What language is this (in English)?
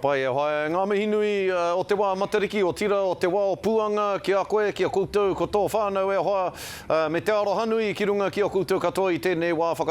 Māori